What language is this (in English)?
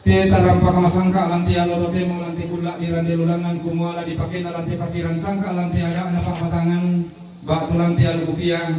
Toraja-Sa'dan